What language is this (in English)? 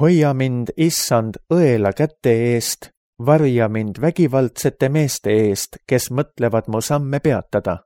Estonian